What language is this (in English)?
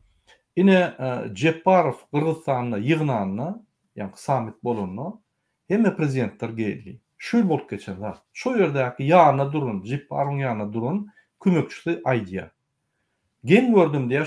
Turkmen